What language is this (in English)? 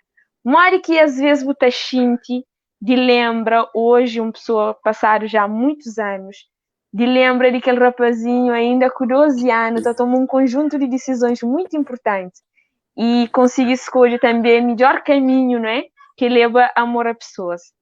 Kabuverdianu